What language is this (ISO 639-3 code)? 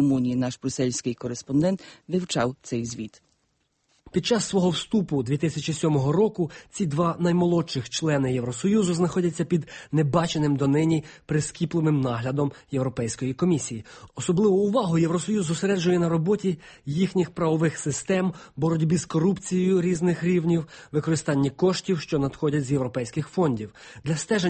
ukr